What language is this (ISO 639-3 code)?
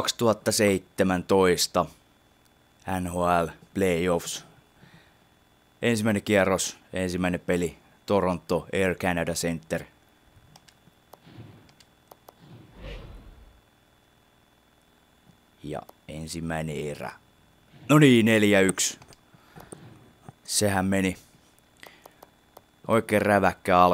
fin